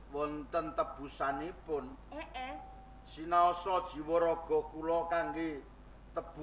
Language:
Javanese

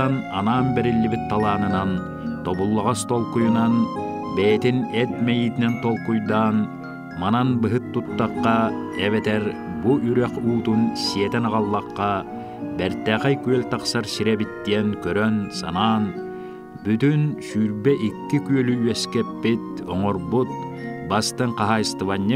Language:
Yakut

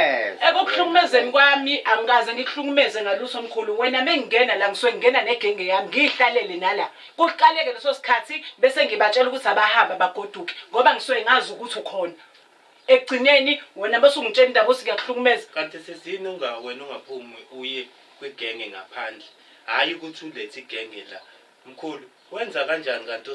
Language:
Zulu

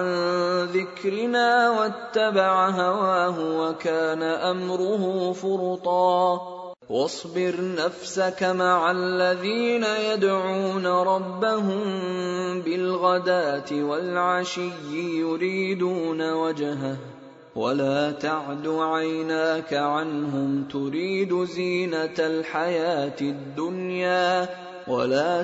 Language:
Arabic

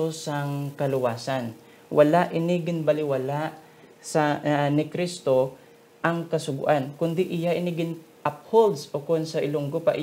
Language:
Hiligaynon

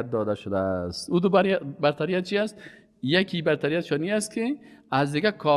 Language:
Persian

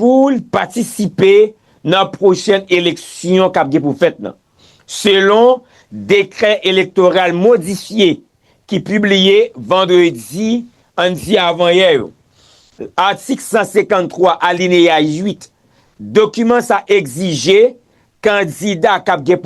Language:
Haitian Creole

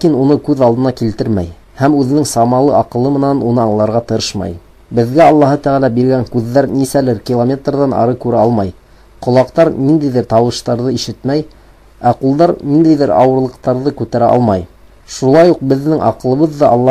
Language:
Bashkir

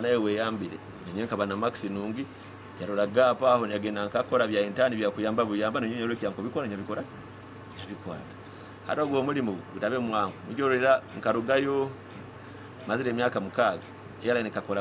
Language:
Nyoro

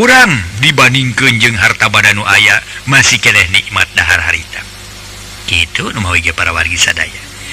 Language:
Sundanese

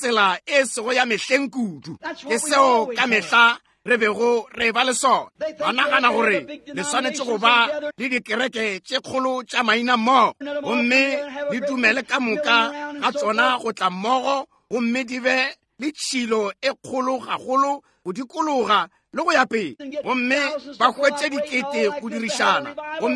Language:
Northern Sotho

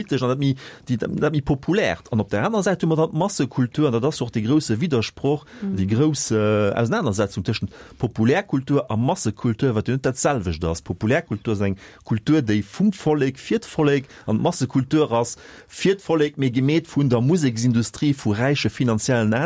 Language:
Luxembourgish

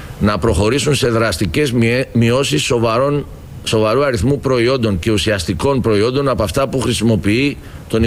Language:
Greek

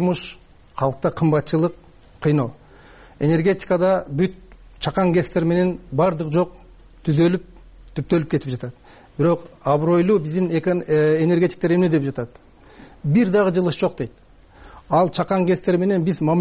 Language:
Kyrgyz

